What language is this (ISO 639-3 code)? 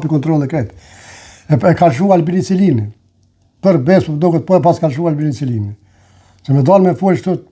sqi